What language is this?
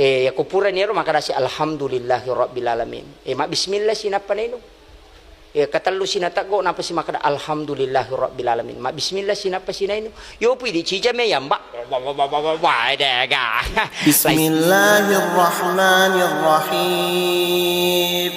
Buginese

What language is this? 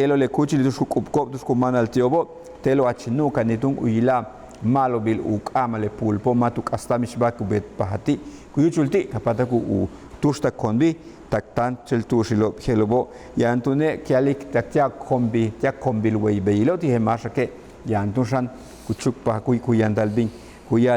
Yucateco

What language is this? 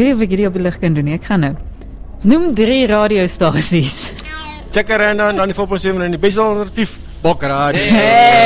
Afrikaans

